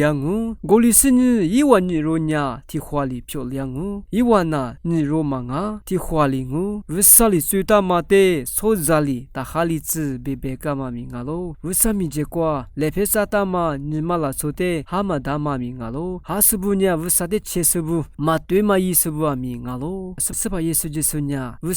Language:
Lisu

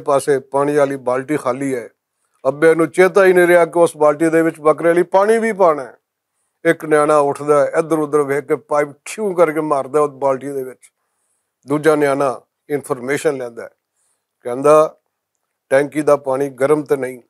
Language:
Western Panjabi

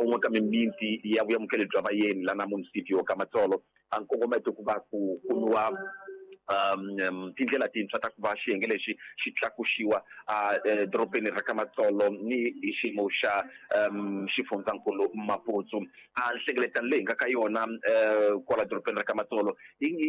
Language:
Tsonga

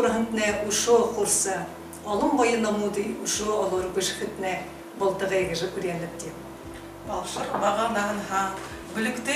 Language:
Buriat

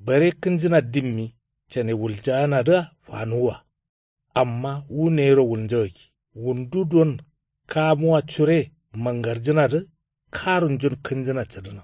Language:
Kanuri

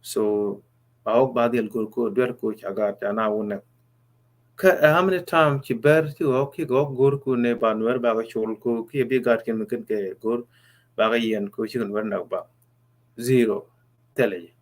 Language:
Nuer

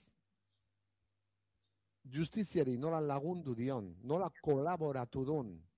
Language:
Basque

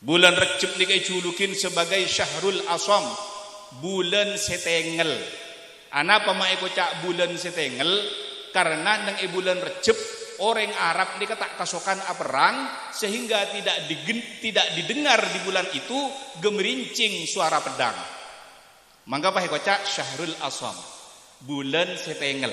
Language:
Madurese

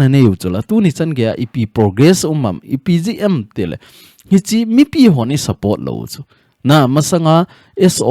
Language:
Thado Chin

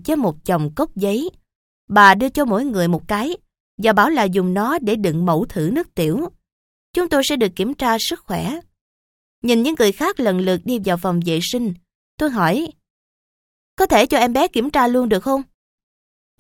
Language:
Vietnamese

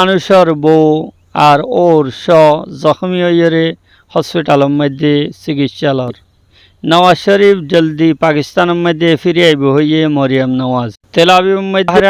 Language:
Rohingya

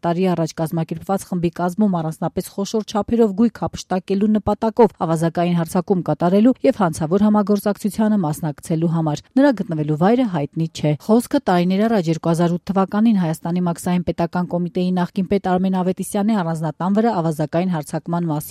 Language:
Armenian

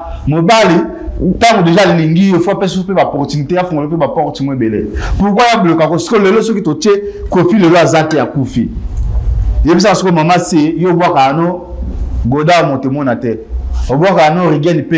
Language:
Lingala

